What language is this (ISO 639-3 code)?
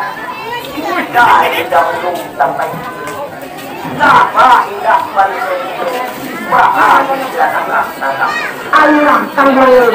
min